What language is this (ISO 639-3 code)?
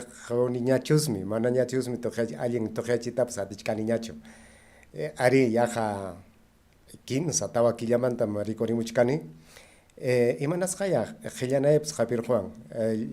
quy